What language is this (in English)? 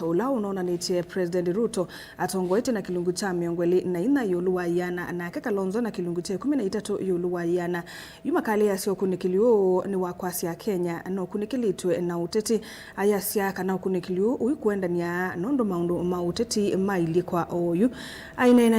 Kamba